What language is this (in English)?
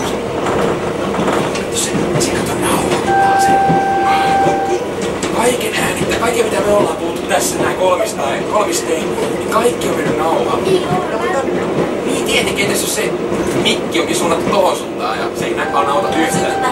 Finnish